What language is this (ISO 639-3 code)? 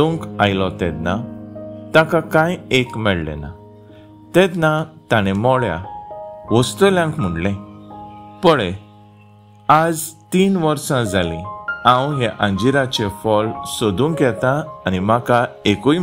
kok